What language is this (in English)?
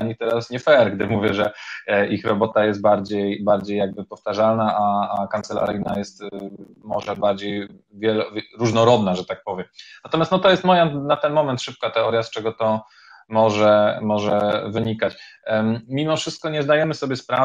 Polish